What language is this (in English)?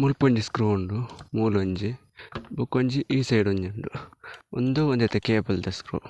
Tulu